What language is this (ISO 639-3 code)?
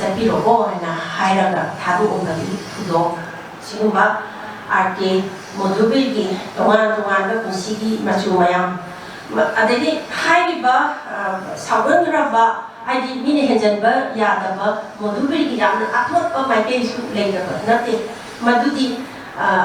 mni